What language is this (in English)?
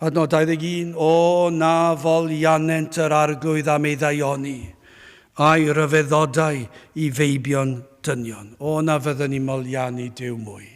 Welsh